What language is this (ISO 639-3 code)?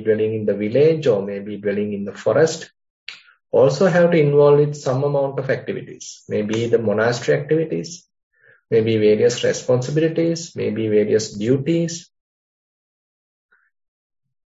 eng